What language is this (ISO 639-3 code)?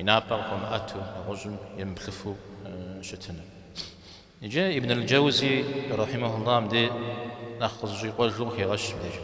kbd